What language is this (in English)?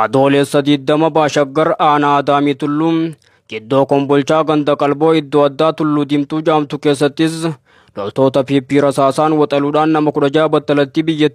Oromo